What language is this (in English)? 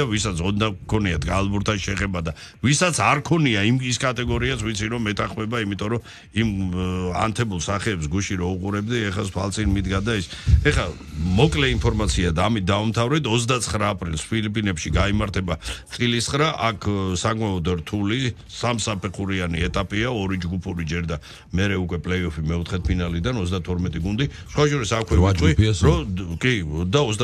Georgian